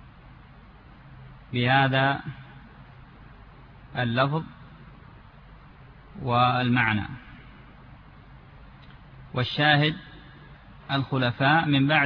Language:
Arabic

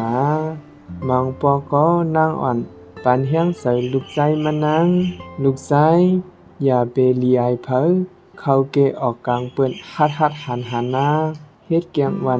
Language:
Shan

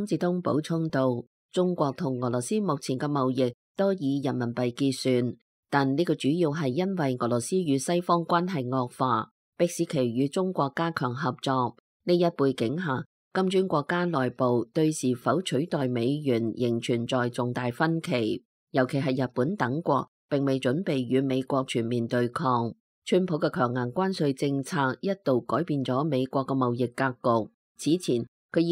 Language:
Cantonese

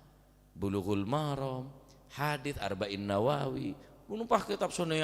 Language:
Madurese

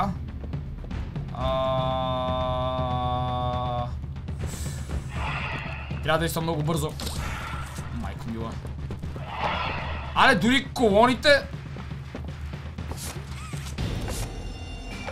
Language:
Bulgarian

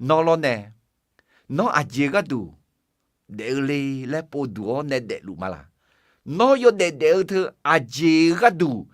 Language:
Akha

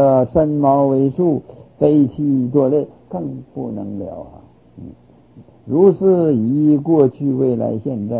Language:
Chinese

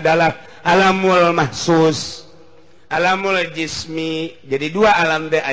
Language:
Sundanese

